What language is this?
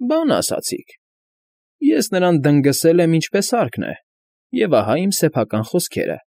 Armenian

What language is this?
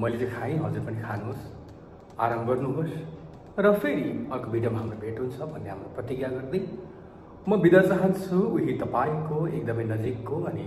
Nepali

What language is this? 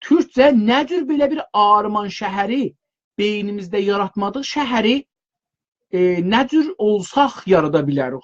South Azerbaijani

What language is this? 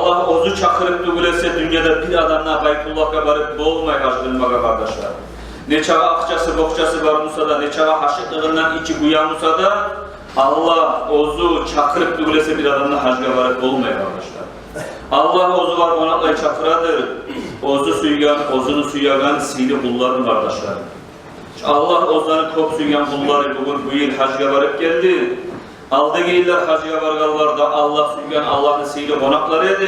Kumyk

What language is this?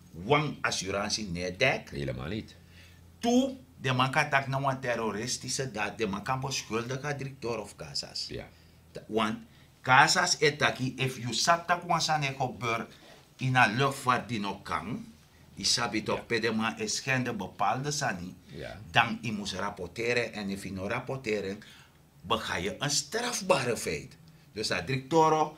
Sranan Tongo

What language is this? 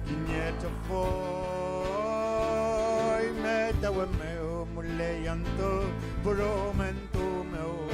Mapuche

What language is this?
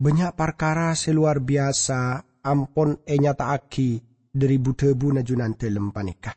Madurese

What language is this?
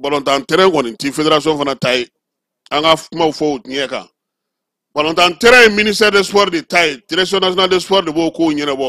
Bambara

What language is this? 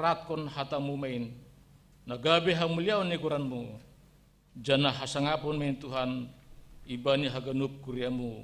Batak Simalungun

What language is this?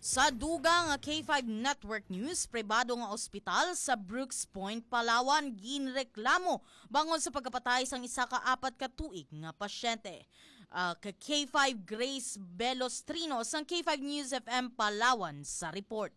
Hiligaynon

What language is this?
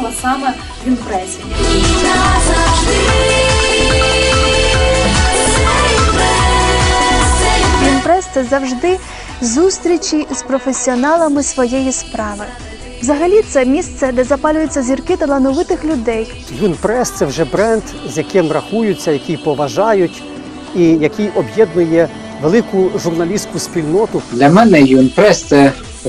Ukrainian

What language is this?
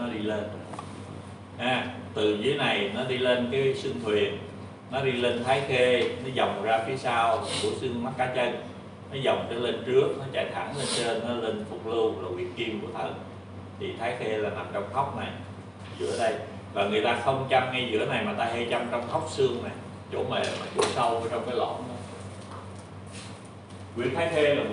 Vietnamese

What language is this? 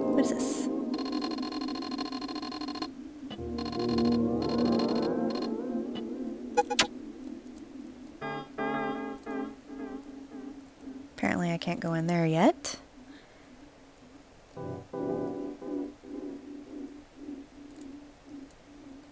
English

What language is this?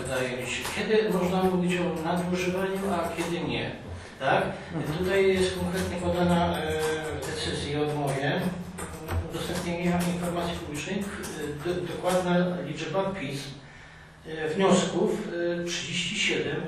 Polish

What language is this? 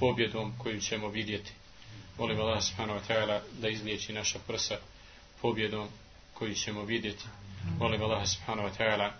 Bosnian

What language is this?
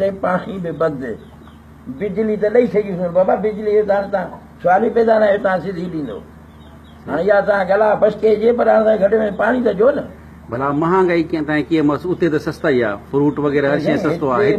Sindhi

